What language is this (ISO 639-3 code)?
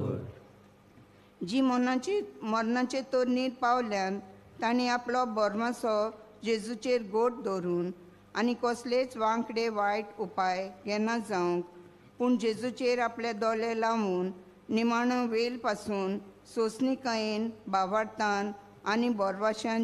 kok